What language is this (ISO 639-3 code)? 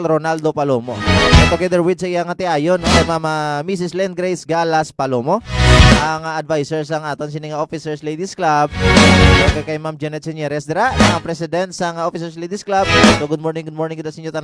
hil